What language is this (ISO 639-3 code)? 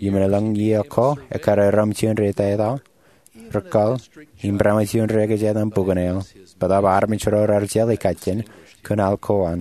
mah